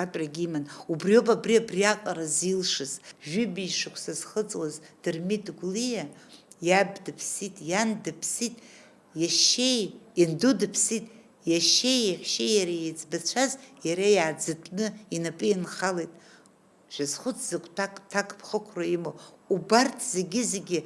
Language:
Abkhazian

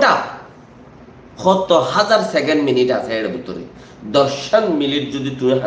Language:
Rohingya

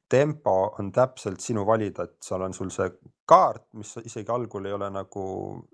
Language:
Estonian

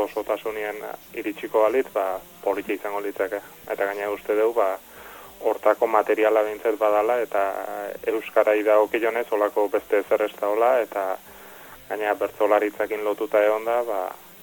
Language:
Basque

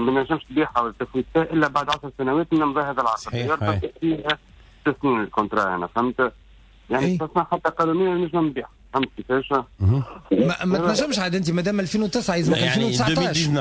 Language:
Tunisian Arabic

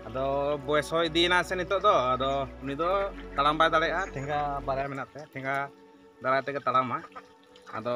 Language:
Santali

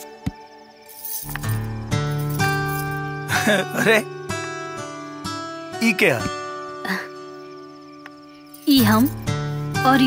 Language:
Bhojpuri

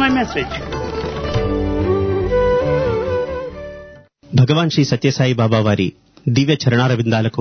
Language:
Telugu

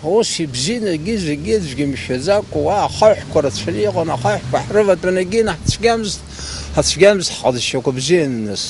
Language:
Abkhazian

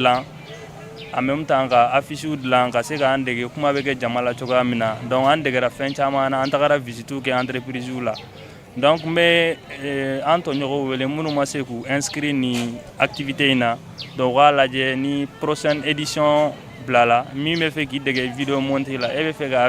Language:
Bambara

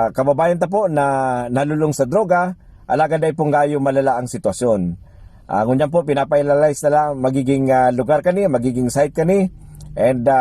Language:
Bikol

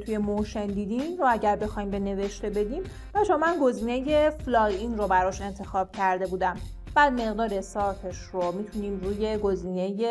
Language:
Persian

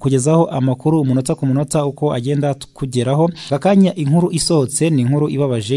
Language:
Kinyarwanda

